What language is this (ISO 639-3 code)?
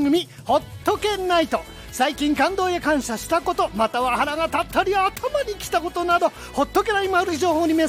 jpn